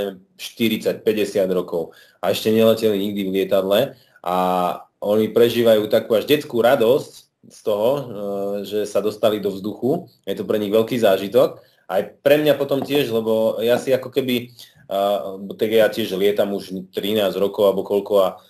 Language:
Slovak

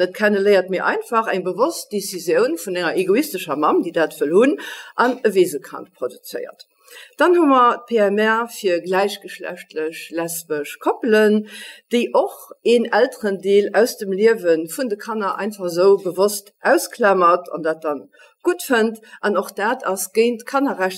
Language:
Luxembourgish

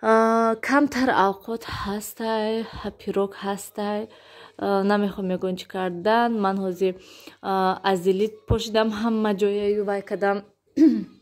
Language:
Tajik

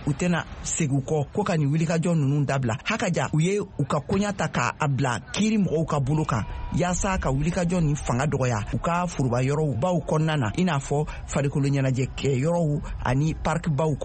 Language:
Bambara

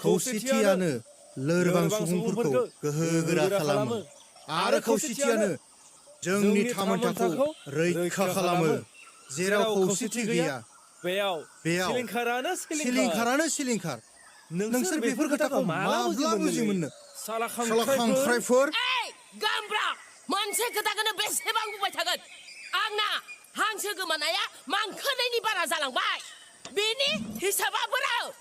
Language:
Bodo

